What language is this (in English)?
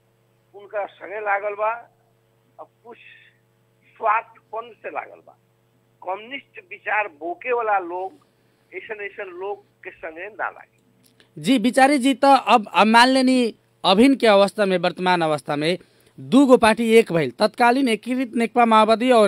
Bhojpuri